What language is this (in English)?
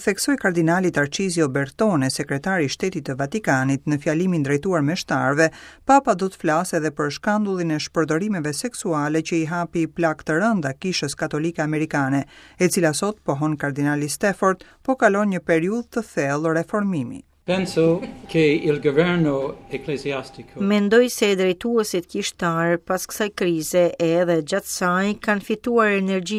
Albanian